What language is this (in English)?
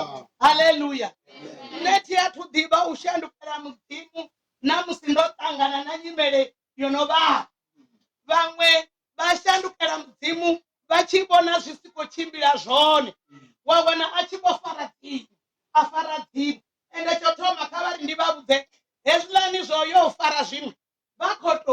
Venda